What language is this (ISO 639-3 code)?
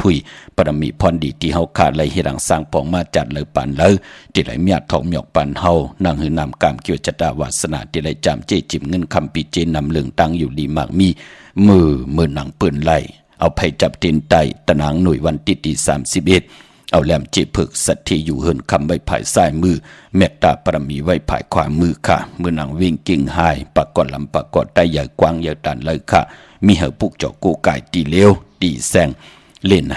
shn